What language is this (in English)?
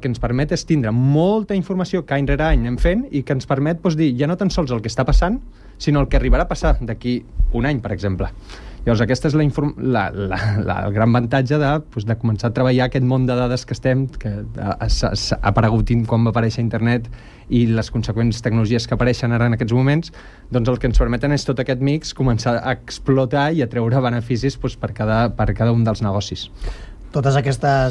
Catalan